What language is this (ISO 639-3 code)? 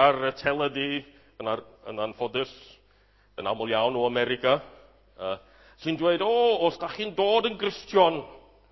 cym